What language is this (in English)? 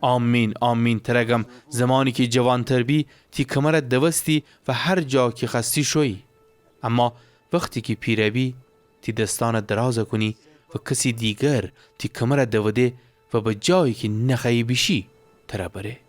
Gilaki